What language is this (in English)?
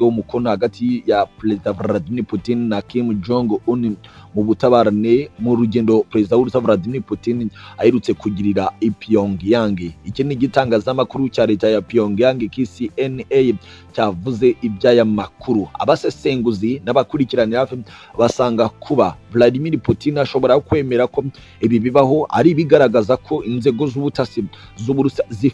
Kinyarwanda